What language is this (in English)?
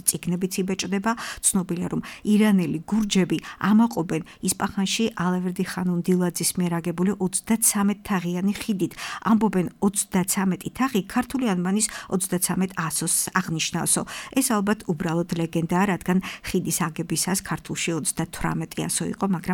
Georgian